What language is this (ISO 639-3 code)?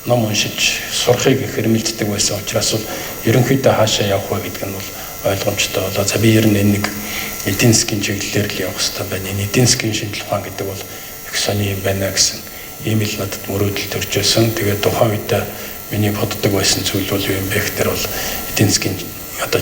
mon